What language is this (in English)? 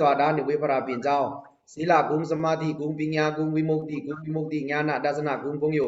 Pa'o Karen